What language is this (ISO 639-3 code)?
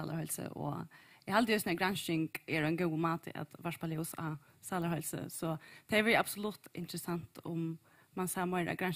fao